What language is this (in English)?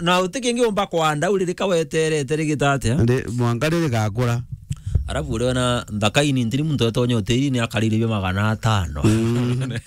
Meru